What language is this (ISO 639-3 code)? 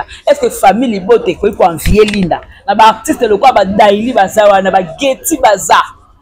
lin